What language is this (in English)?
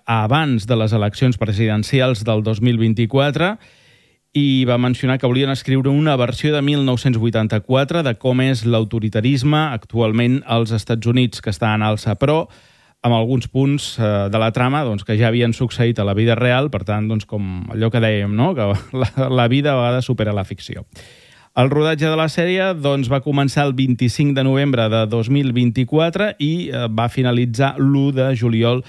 Catalan